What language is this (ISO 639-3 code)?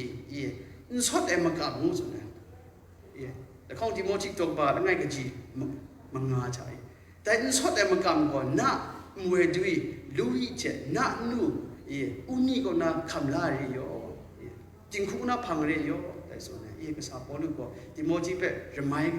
kac